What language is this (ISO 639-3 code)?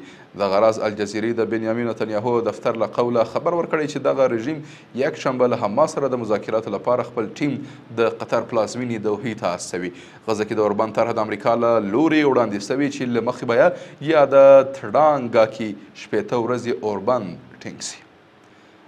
pus